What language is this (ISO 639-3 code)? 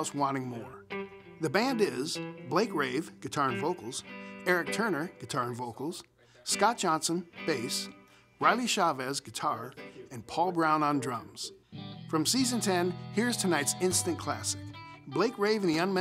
eng